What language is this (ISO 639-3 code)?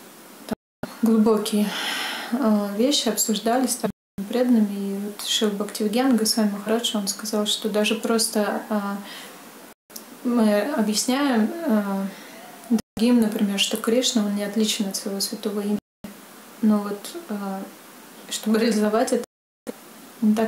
rus